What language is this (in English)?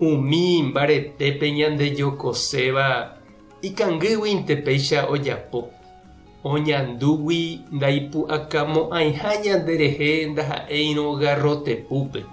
Guarani